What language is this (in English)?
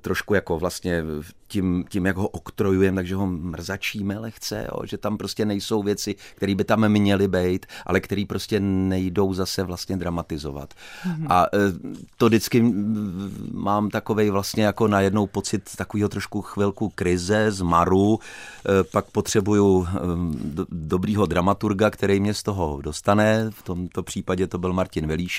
Czech